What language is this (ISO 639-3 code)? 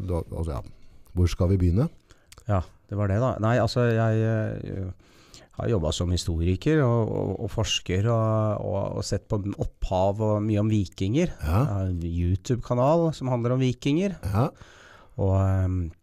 nor